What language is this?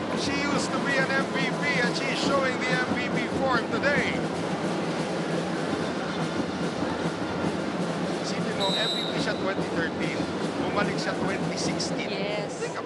Filipino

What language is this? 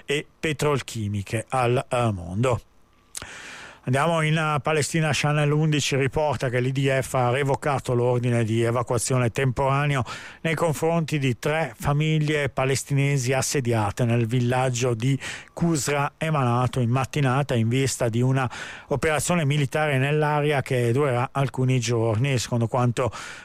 Italian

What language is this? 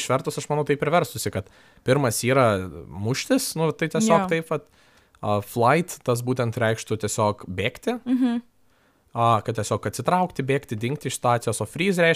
Lithuanian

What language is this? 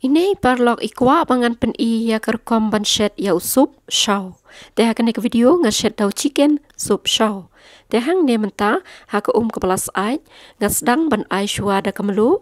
Khasi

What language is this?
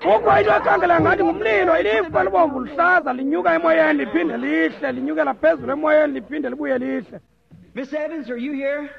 Xhosa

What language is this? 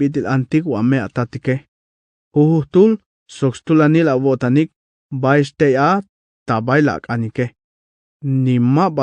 Tzeltal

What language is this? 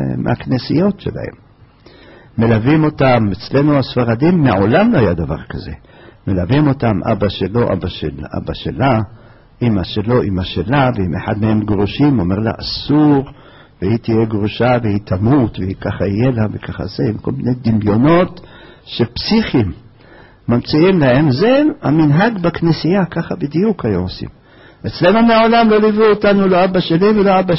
Hebrew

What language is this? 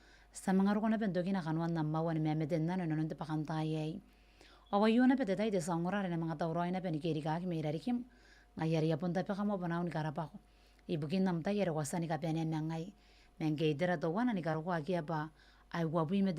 Gilbertese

